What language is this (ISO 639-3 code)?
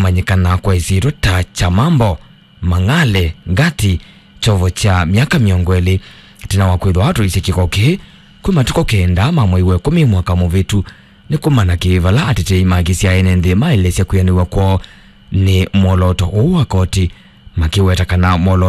kam